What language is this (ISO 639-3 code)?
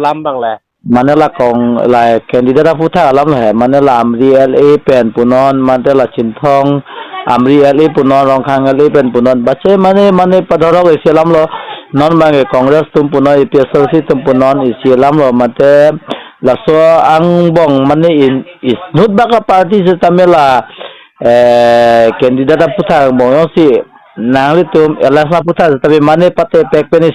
mjw